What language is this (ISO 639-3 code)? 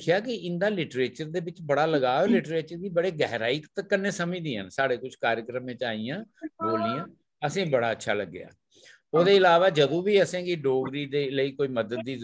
doi